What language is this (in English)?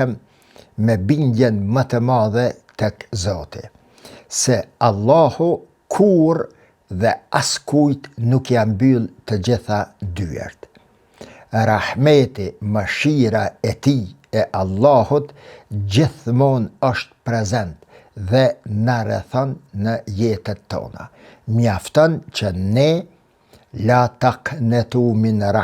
Albanian